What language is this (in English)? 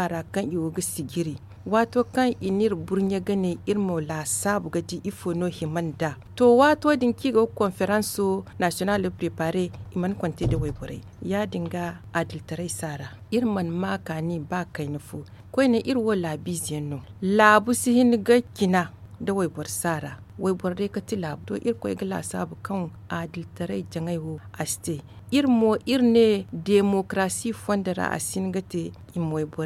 Zarma